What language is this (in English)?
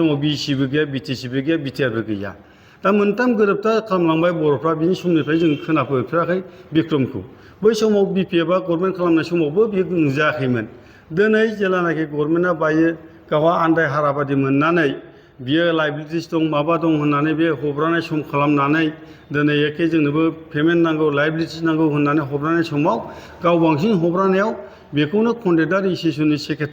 Bodo